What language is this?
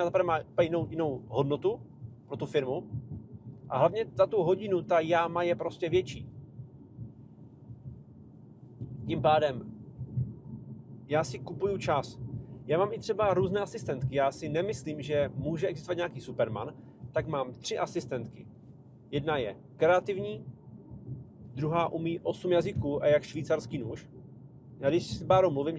Czech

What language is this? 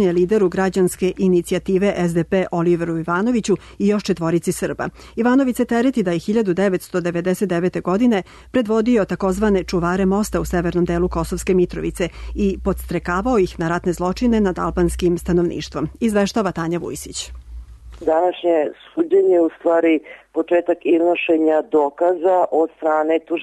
Serbian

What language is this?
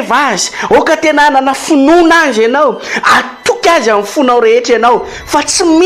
Malagasy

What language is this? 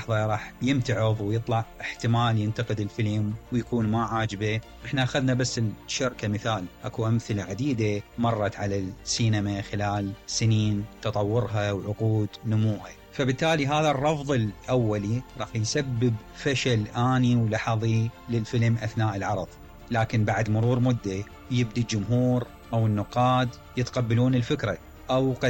Mesopotamian Arabic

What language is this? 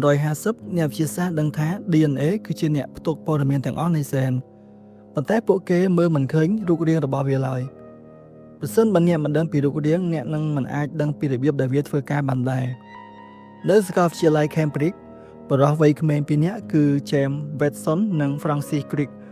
Khmer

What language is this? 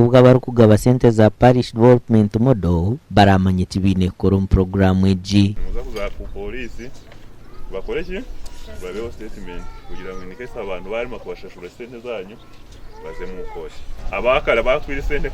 Nyankole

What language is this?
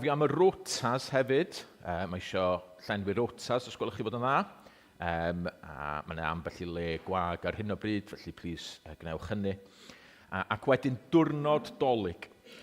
Welsh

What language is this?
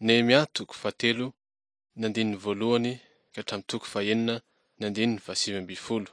Malagasy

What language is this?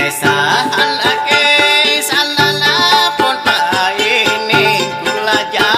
Banjar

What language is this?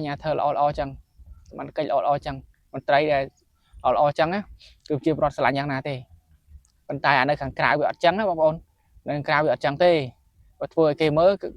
Khmer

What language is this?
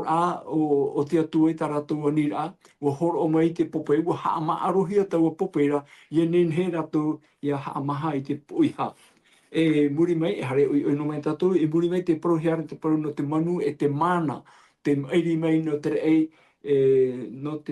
Tahitian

